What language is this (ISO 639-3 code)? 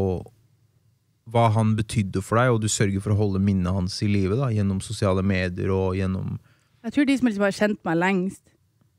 nor